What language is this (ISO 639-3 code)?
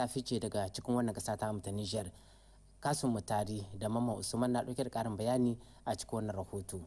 hau